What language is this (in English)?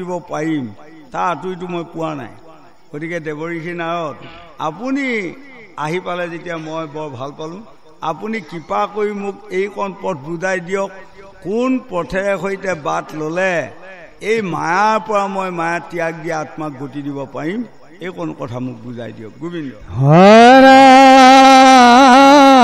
Assamese